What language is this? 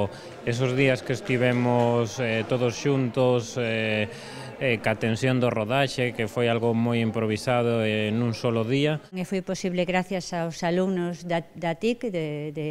Galician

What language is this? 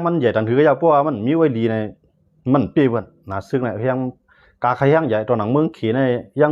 Shan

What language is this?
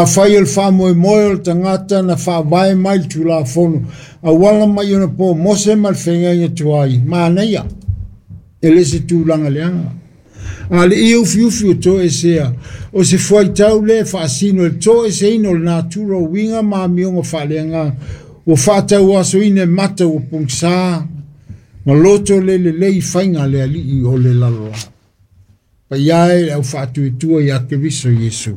Samoan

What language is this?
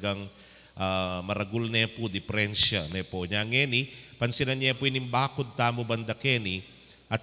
Pampanga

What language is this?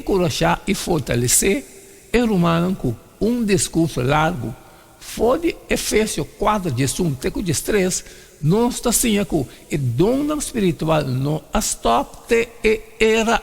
Papiamento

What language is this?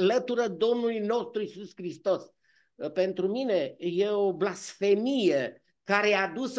Romanian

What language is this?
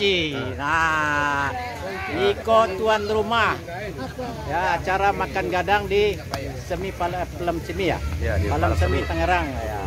Minangkabau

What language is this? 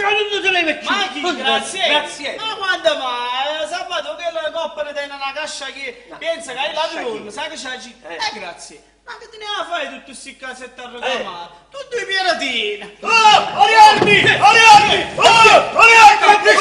Neapolitan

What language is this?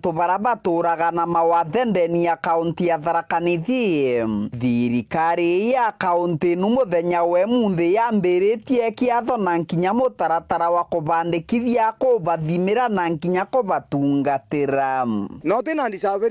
Meru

